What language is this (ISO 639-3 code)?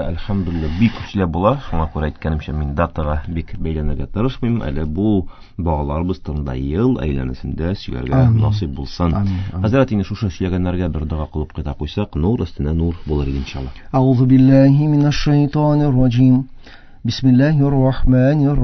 tat